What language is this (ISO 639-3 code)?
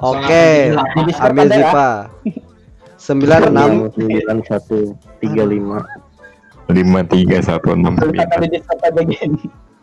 bjn